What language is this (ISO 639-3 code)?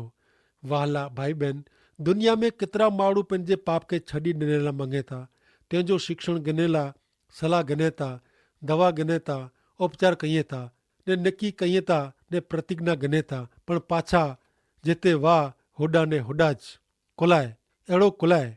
kfr